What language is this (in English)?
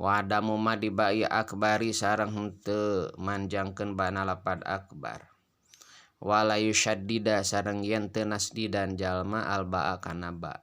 Sundanese